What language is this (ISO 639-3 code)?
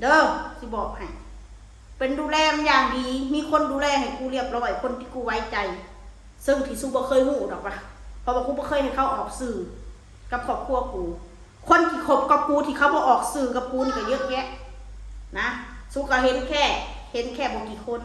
tts